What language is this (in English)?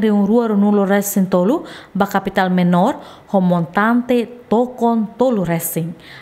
Tetum